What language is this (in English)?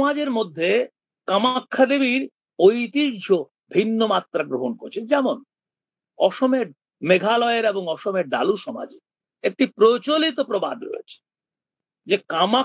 Bangla